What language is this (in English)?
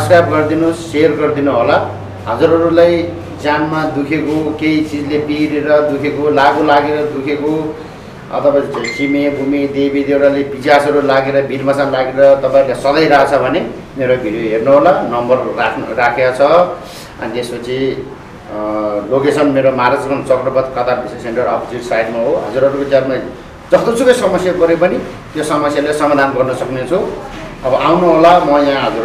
Nepali